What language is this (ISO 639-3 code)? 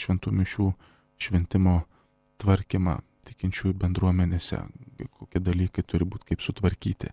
lit